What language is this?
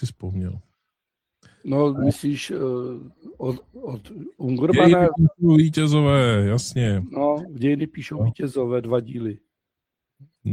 Czech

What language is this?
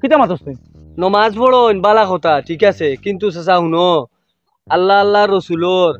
Sylheti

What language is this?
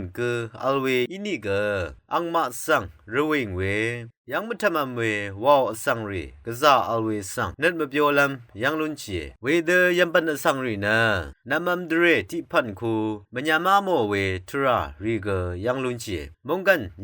Rawang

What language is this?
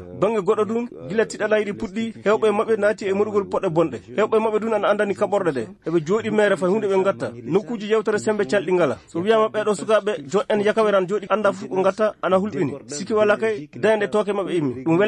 Fula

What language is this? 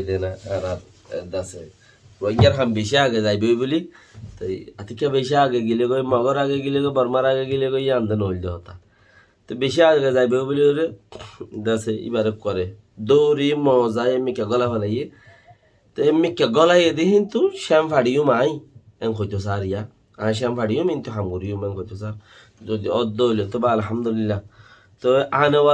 Rohingya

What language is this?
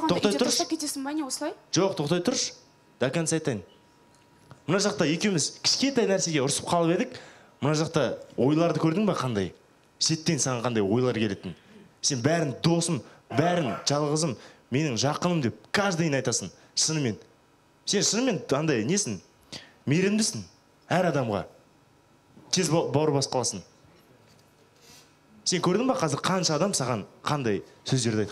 Kazakh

